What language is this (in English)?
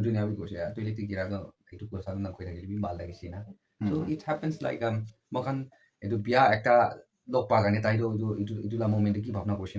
Naga Pidgin